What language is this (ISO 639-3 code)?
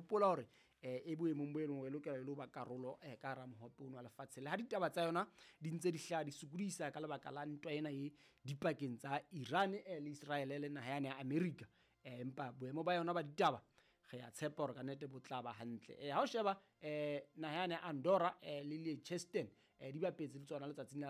sot